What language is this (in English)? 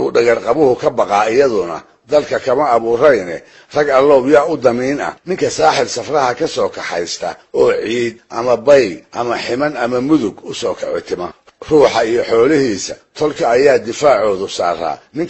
Somali